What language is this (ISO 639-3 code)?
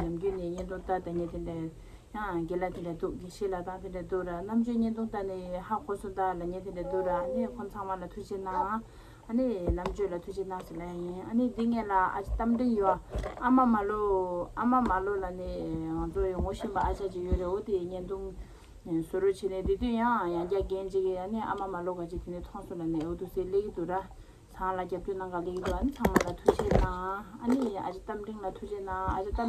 bod